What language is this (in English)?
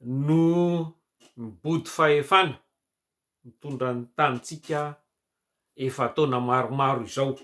Malagasy